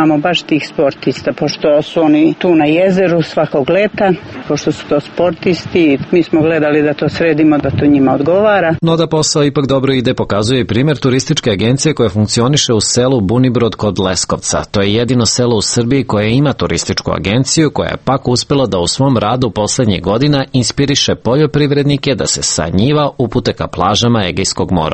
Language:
Serbian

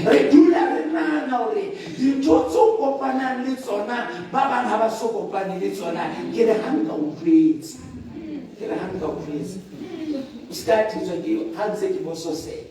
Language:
Southern Sotho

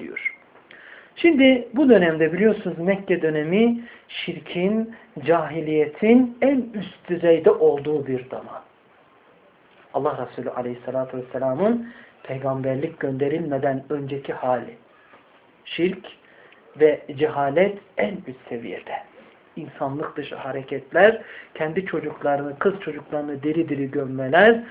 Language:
Turkish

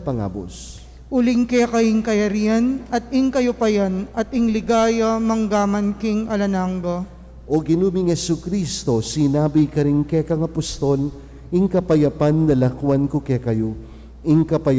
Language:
Pampanga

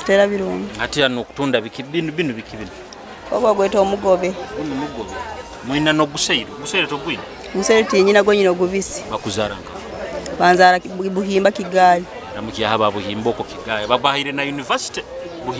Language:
Nyoro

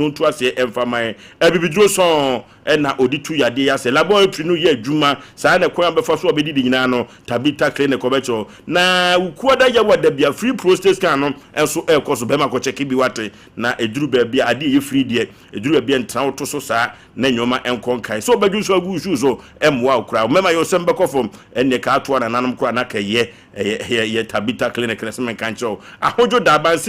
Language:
Akan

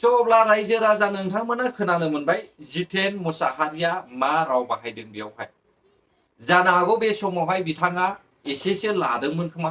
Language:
Bodo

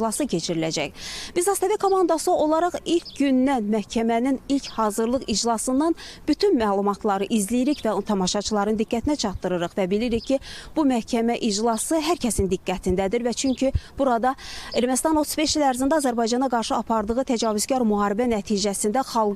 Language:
Azerbaijani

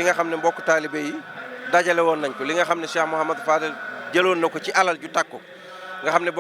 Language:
Wolof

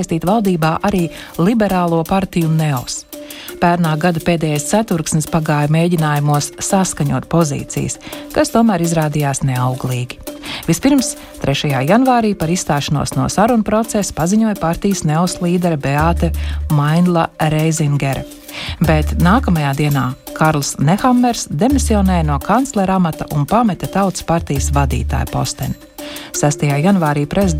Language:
Latvian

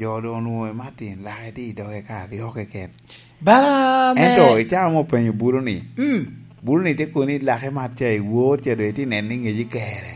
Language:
Lango (Uganda)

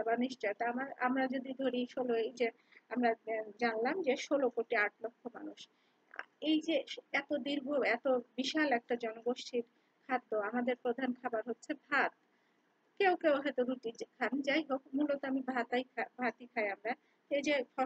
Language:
Bangla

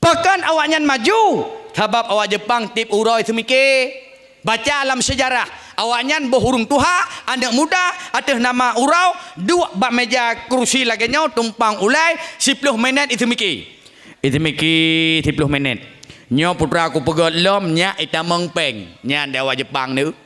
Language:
Achinese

